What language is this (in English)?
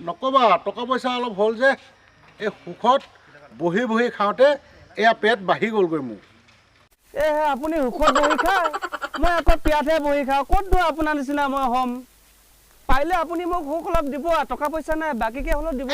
Assamese